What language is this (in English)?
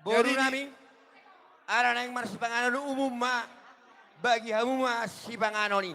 Batak Toba